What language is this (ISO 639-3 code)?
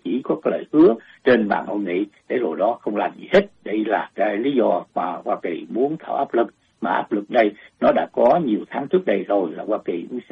vie